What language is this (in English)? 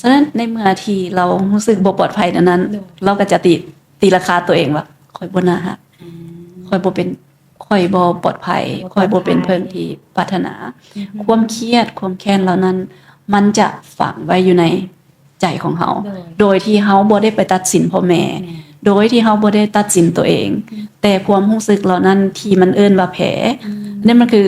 Lao